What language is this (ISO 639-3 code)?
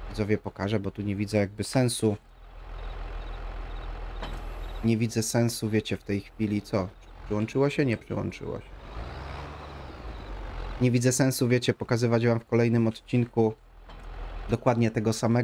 pol